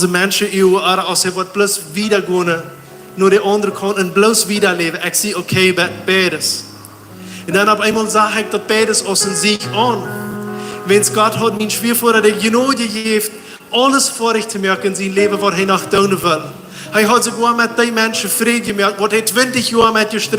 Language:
Plautdietsch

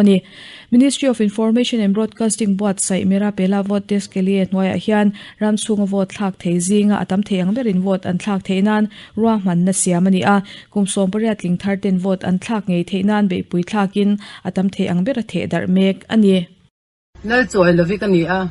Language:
Mizo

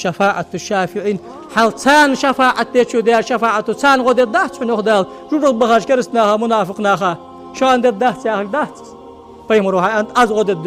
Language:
Ingush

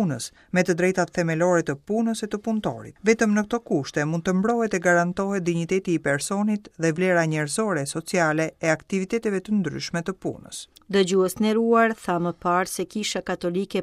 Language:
Albanian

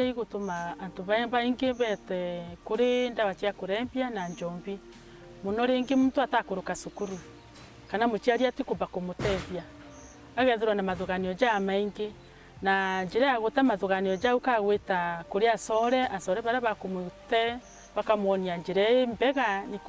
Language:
Meru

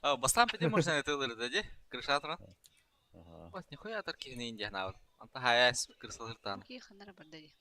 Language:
Yakut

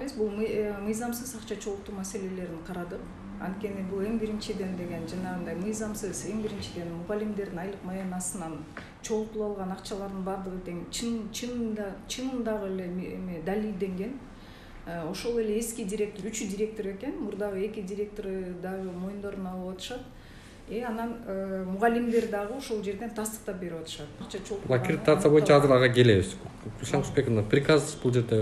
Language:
Kyrgyz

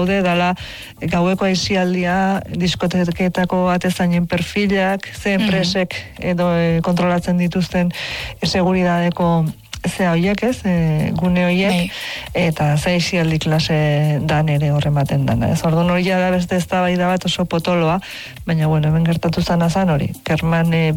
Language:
Basque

